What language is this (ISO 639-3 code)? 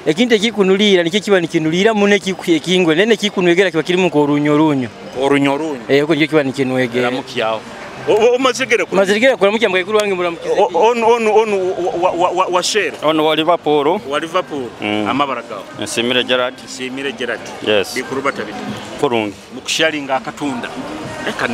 nyo